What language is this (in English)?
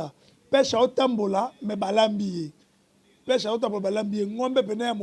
Lingala